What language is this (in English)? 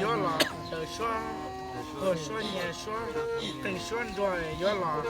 Hmong